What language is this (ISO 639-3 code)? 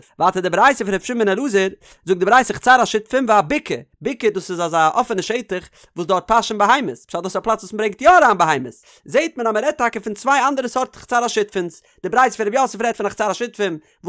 yid